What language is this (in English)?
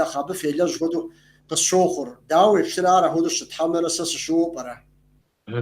Kabardian